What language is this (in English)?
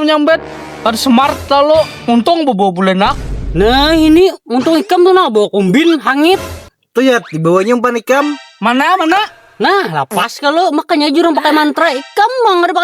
Banjar